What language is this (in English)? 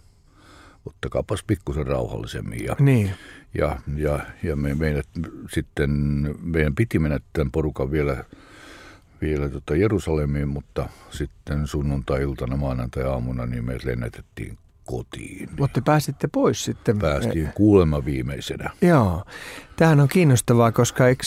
Finnish